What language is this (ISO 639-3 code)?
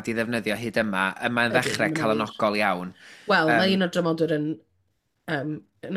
cym